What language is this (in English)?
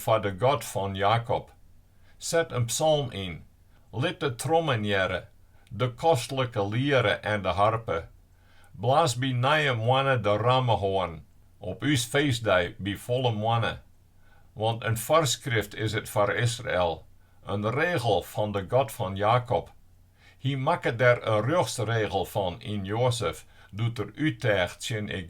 Western Frisian